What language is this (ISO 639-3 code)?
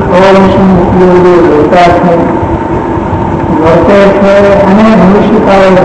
guj